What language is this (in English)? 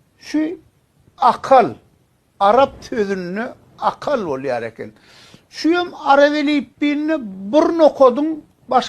Turkmen